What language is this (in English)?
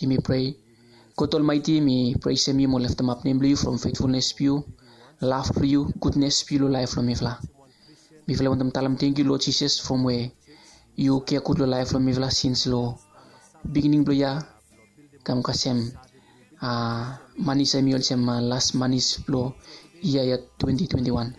Bislama